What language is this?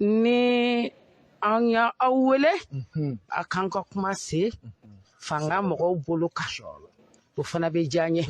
Bambara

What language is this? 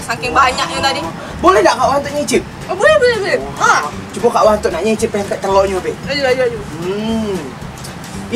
Musi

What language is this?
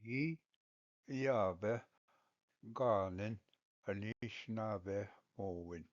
Ojibwa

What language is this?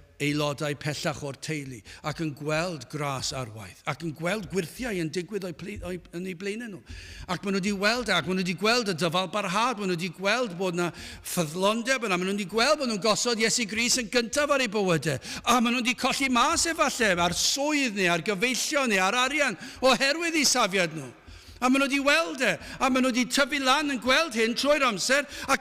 Welsh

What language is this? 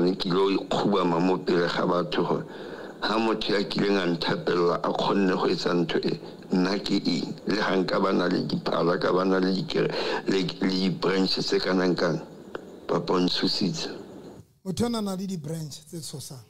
Southern Sotho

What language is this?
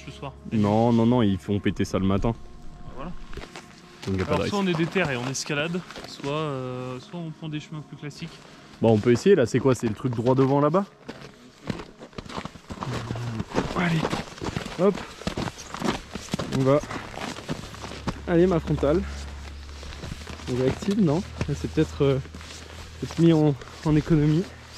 French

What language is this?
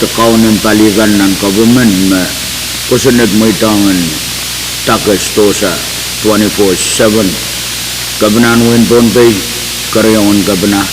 Pohnpeian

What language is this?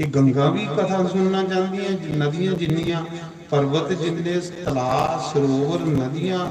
Dogri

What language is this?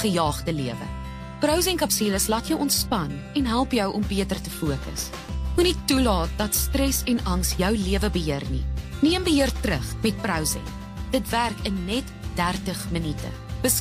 Afrikaans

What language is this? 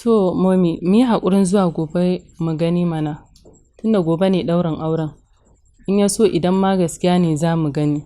Hausa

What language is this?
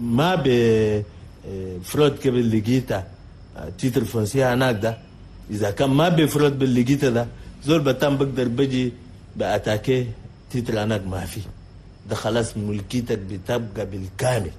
Chadian Arabic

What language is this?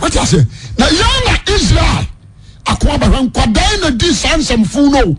Akan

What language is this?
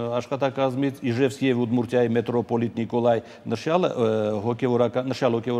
Armenian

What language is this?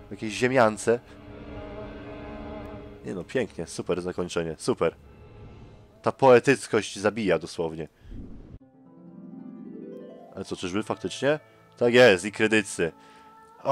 Polish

